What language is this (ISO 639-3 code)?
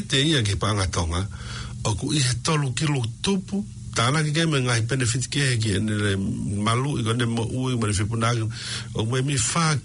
ton